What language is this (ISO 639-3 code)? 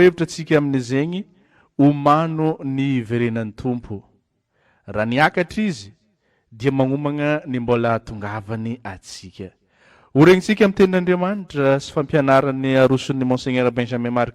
mlg